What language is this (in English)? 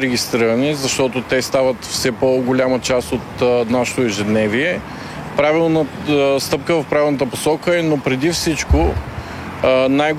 Bulgarian